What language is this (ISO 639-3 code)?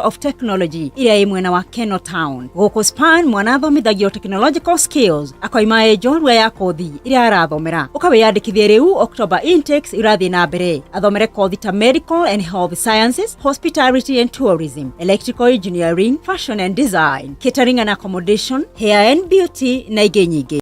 kik